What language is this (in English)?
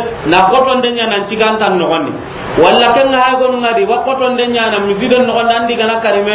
Soninke